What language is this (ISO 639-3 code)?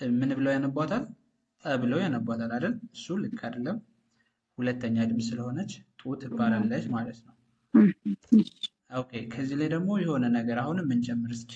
amh